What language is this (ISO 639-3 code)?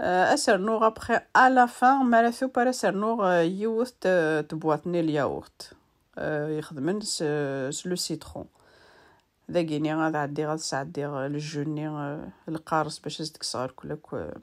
kab